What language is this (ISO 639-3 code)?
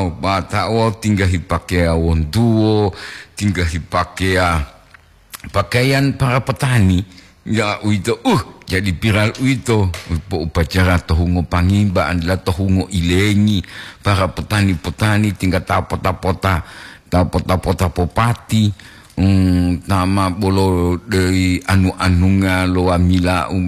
gor